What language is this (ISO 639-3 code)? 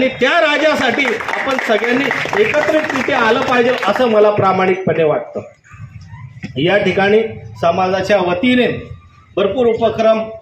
mar